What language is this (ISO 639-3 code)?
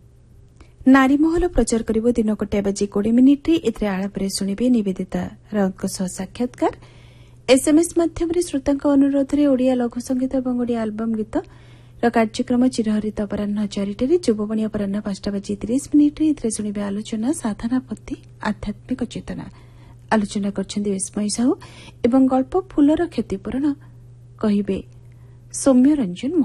ori